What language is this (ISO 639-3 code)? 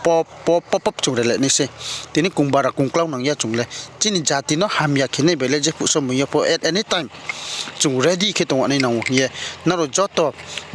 ria